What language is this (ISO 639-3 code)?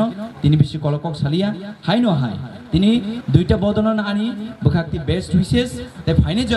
trp